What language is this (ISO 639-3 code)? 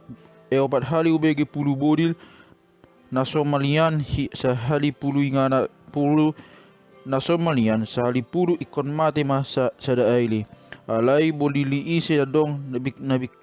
bbc